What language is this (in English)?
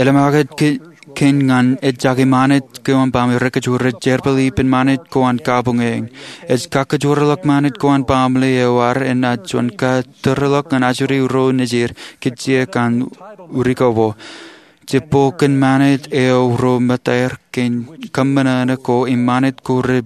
Marshallese